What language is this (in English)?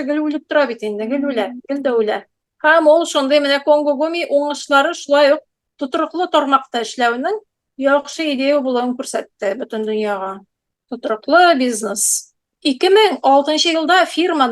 Tatar